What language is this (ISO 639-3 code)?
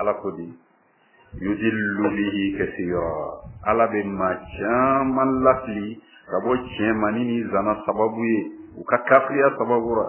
bam